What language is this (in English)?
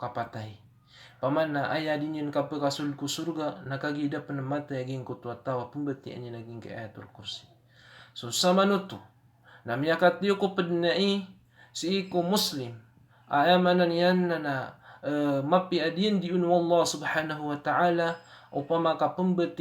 Maranao